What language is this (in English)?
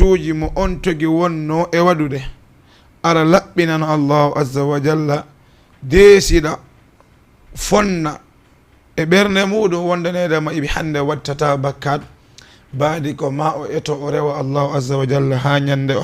Fula